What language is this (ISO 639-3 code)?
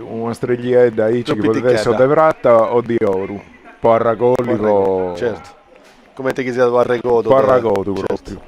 srd